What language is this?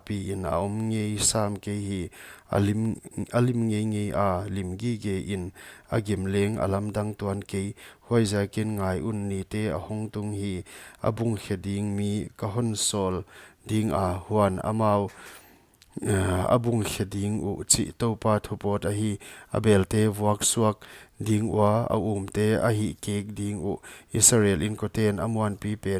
Paite Chin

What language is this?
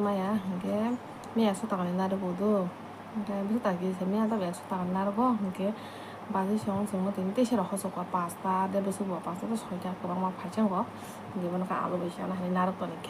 Kok Borok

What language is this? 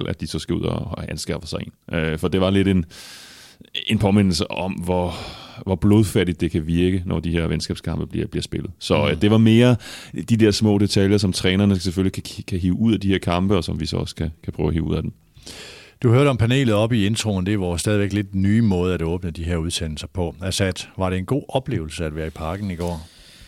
Danish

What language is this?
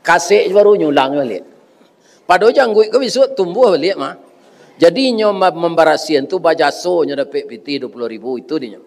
Minangkabau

